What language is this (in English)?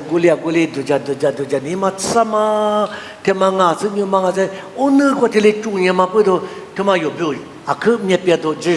Lisu